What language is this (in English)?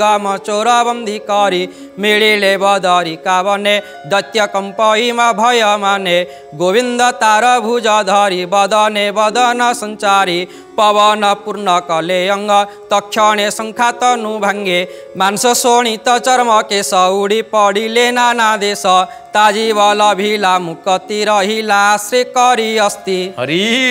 Odia